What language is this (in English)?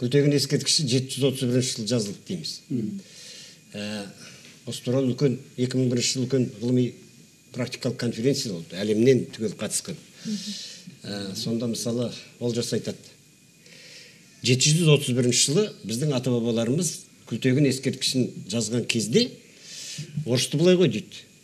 Kazakh